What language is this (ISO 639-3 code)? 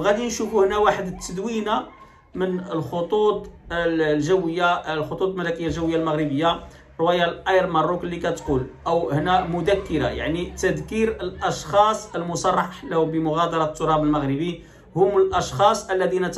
ary